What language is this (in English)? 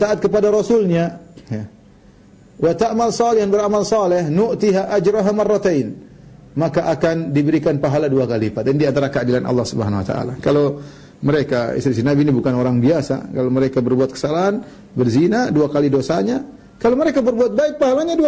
Indonesian